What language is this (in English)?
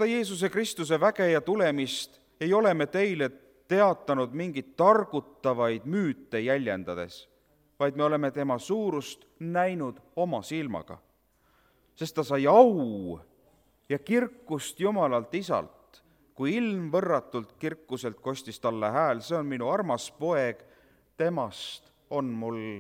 Estonian